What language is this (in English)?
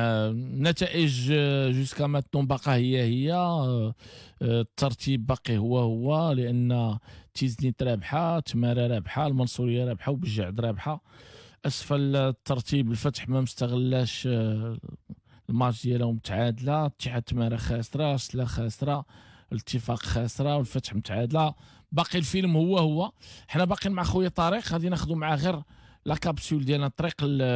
Moroccan Arabic